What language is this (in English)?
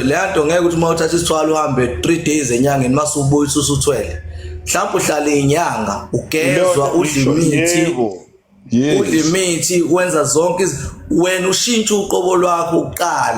Zulu